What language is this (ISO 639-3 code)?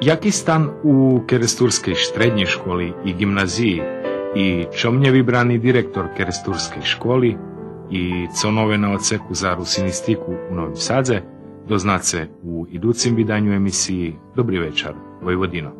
rue